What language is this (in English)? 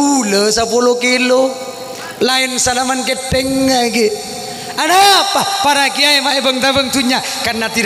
Madurese